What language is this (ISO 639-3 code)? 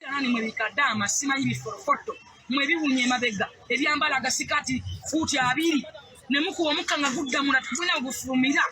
lug